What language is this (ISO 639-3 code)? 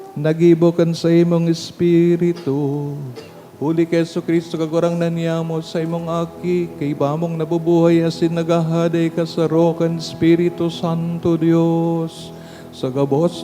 bik